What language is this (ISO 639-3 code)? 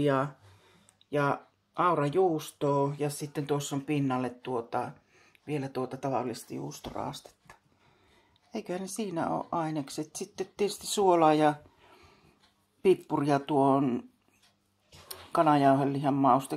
fin